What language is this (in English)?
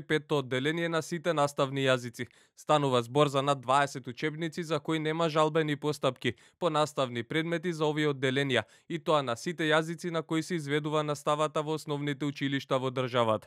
Macedonian